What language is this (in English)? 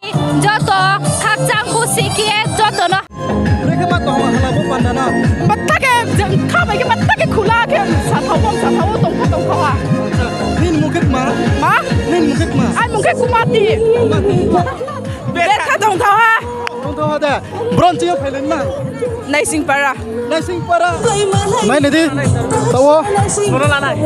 Riang (India)